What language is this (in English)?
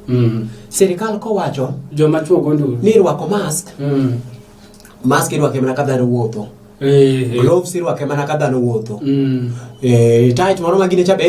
Luo (Kenya and Tanzania)